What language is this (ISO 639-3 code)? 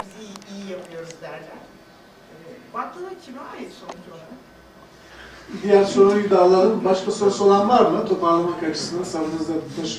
tur